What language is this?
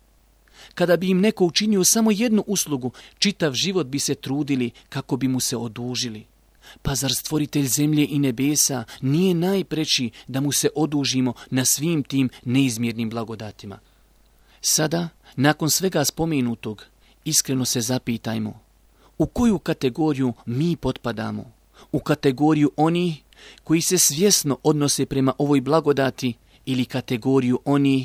Bosnian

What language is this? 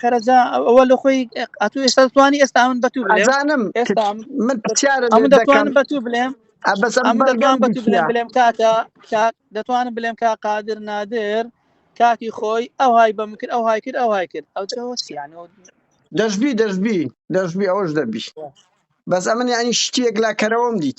Central Kurdish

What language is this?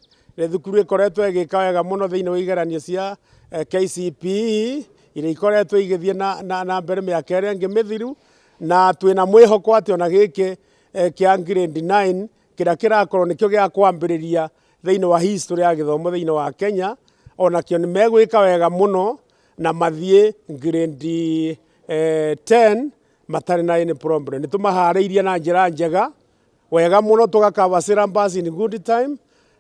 Kikuyu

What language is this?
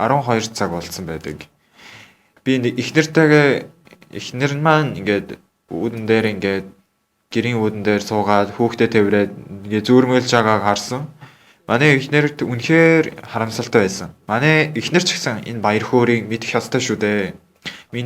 Mongolian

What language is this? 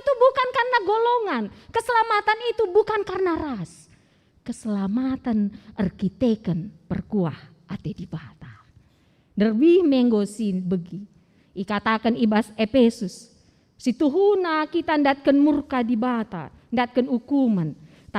Batak Karo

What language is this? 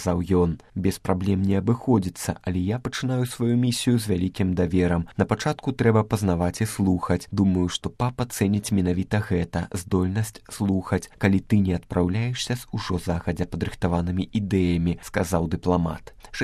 Belarusian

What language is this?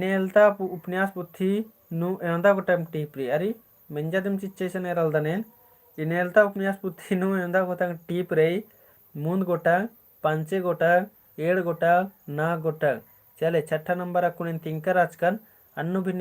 Kurukh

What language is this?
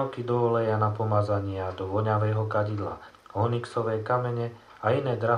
Slovak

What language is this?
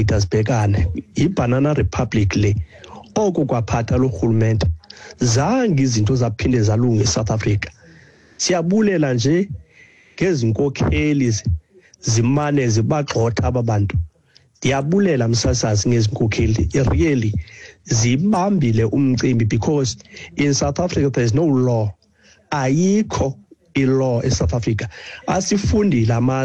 Xhosa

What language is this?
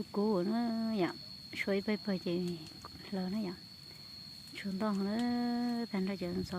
Hmong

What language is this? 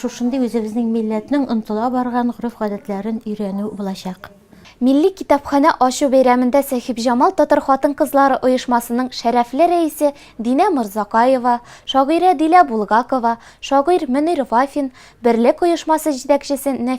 Tatar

